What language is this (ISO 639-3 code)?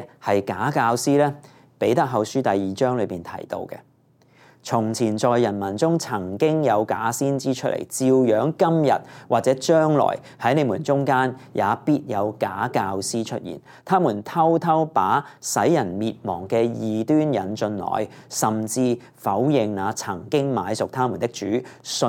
yue